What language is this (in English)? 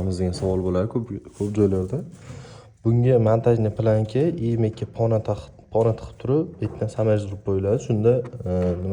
Uzbek